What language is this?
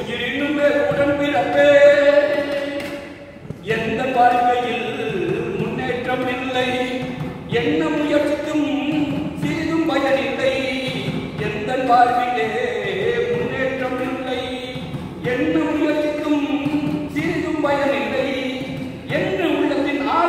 Tamil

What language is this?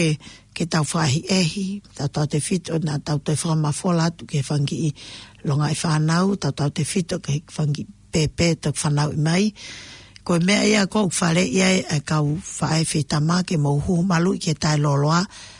Tongan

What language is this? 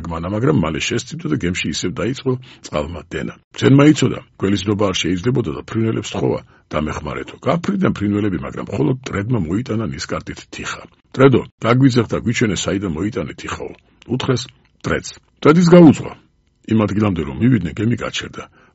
Georgian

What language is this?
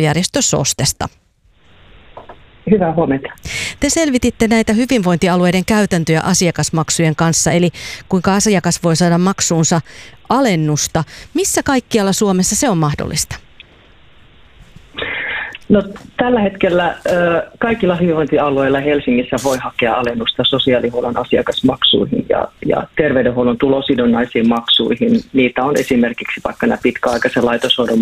Finnish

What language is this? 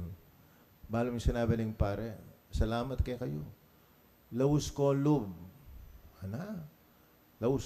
Pampanga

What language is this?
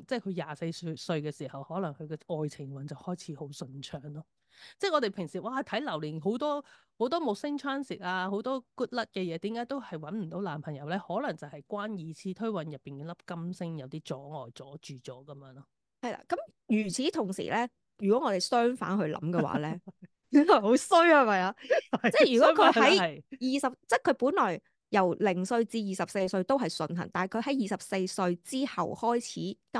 Cantonese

